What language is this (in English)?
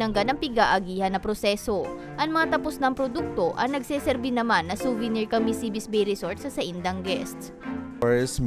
Bikol